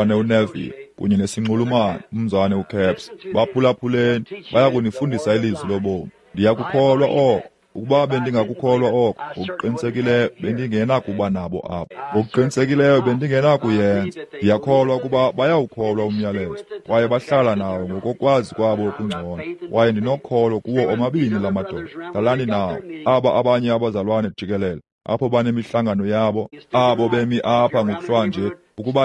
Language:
Xhosa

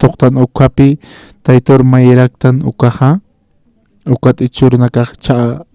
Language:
Aymara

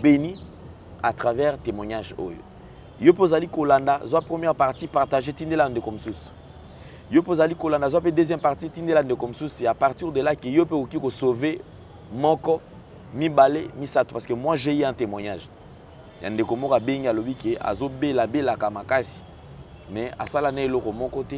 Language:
Lingala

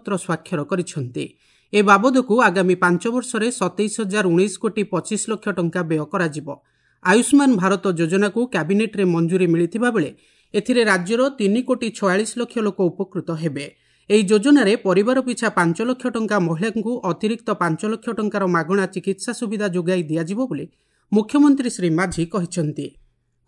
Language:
Odia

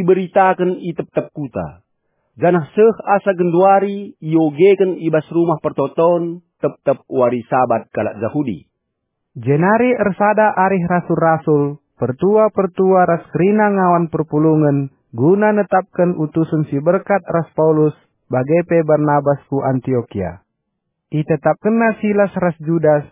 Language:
Batak Karo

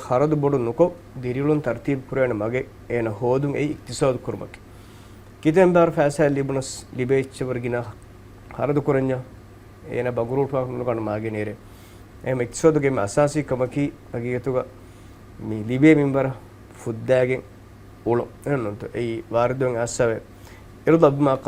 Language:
Divehi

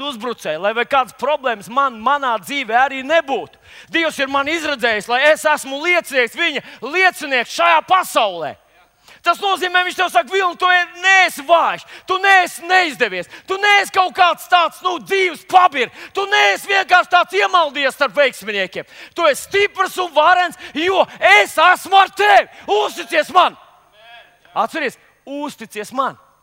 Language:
Latvian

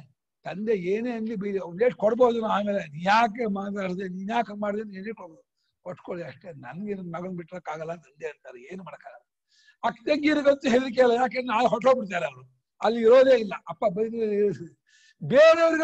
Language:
Kannada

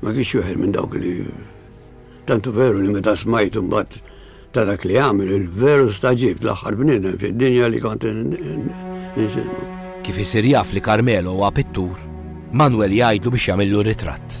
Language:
Maltese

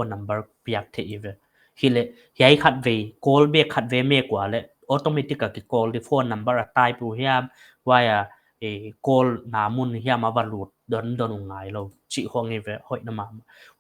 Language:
Paite Chin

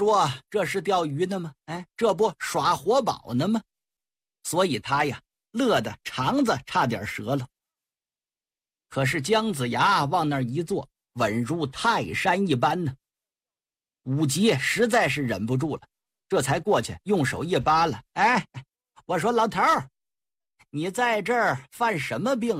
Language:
Chinese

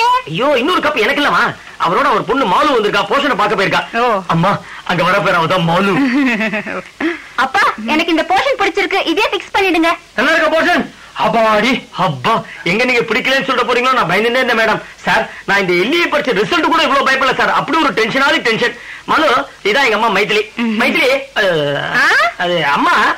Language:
Tamil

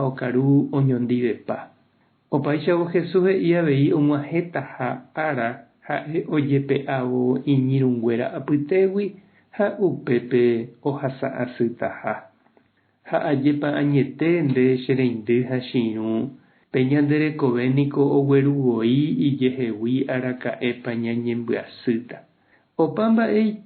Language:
Guarani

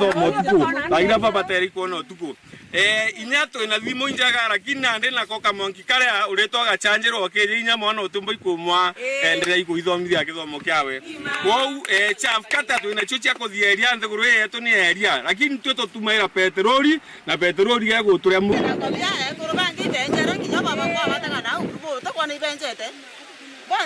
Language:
Meru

